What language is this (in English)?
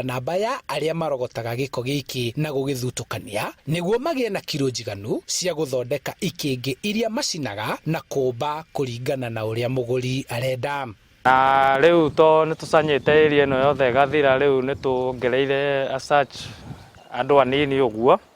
Kikuyu